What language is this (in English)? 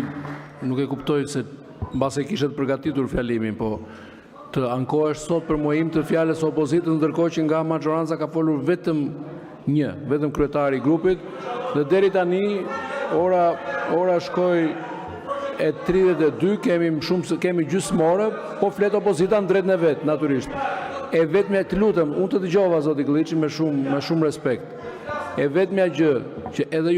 Albanian